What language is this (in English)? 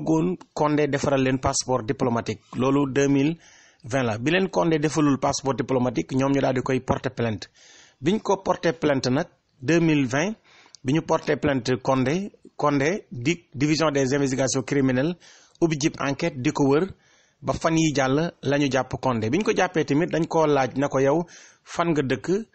Wolof